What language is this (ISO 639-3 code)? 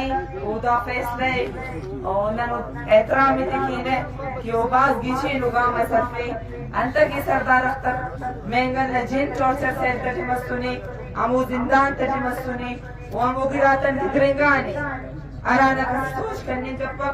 bgp